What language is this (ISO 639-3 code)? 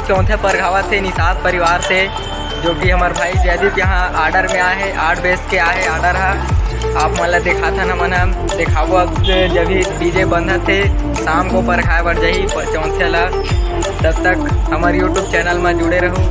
hne